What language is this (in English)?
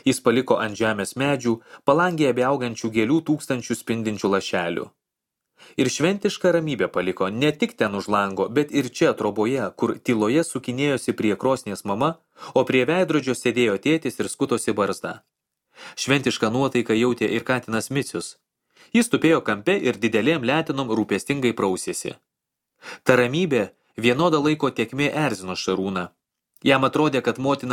Lithuanian